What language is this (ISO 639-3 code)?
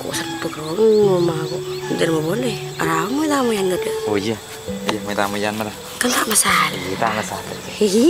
mad